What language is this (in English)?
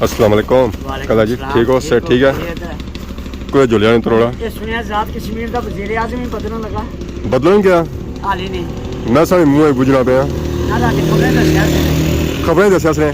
Pahari-Potwari